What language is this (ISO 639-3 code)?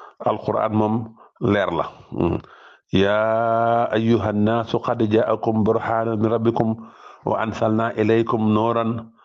wol